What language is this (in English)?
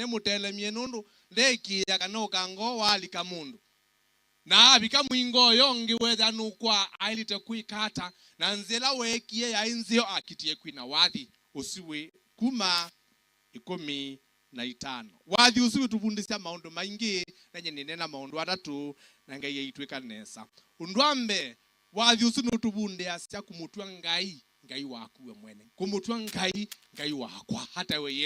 Kamba